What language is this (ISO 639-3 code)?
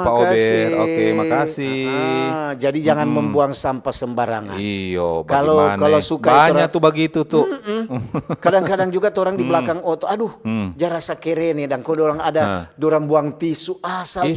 xmm